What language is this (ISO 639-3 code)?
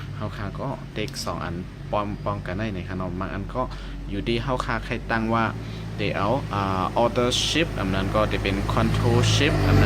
shn